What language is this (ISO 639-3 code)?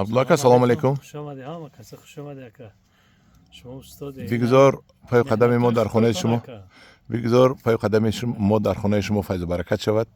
tgk